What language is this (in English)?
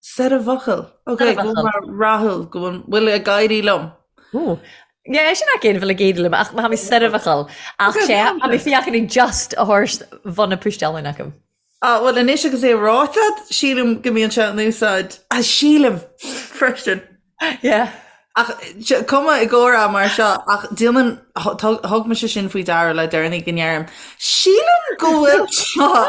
Irish